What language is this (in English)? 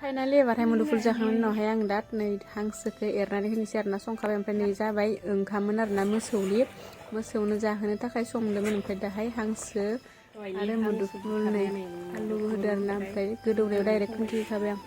Bodo